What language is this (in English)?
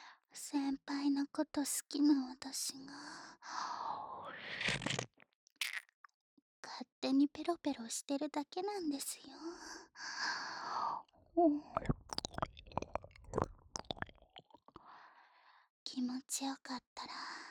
Japanese